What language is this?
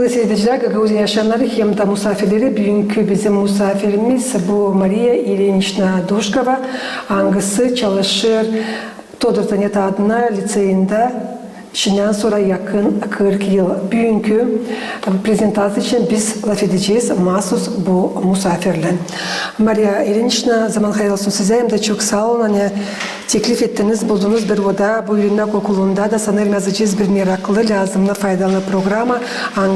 Gagauz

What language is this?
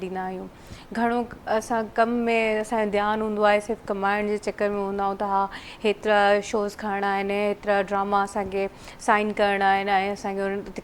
Sindhi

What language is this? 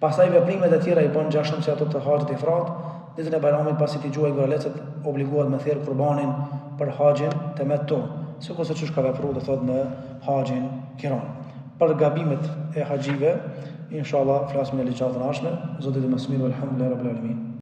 Albanian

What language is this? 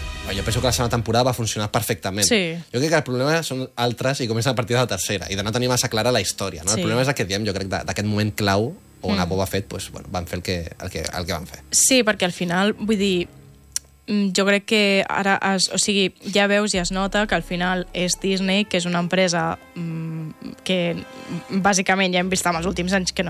Catalan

